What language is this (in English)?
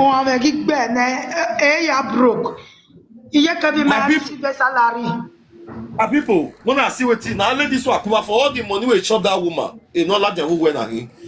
Nigerian Pidgin